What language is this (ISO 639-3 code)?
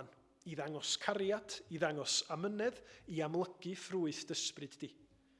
cym